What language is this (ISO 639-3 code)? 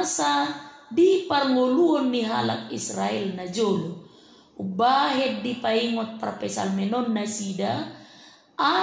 bbc